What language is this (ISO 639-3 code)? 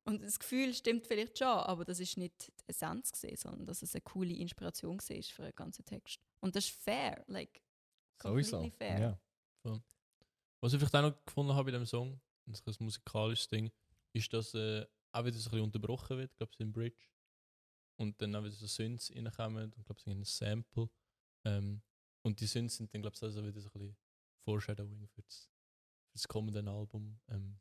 gsw